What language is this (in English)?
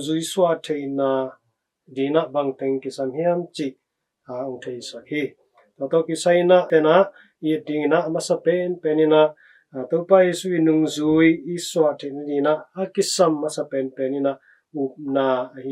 Tedim Chin